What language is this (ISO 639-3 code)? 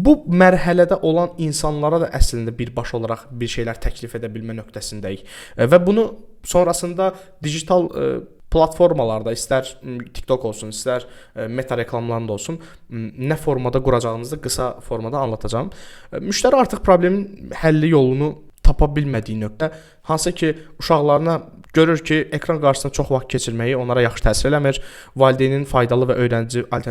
aze